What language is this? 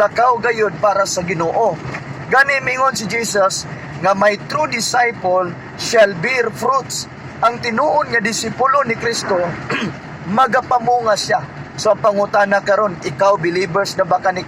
Cebuano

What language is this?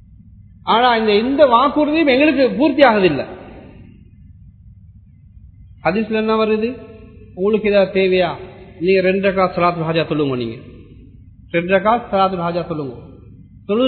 Tamil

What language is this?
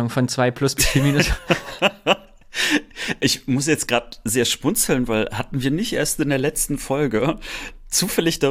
German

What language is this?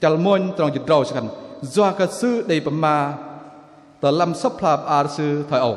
Bahnar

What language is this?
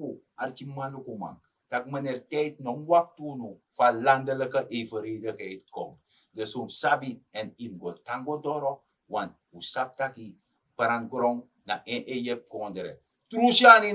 Sranan Tongo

